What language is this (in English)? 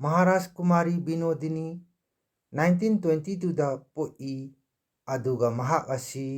Manipuri